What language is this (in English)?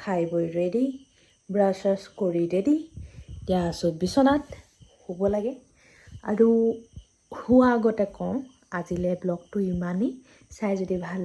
Assamese